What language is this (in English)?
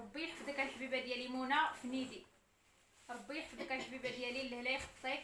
Moroccan Arabic